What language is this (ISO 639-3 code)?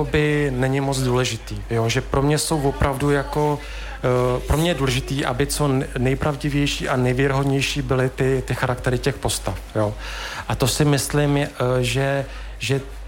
ces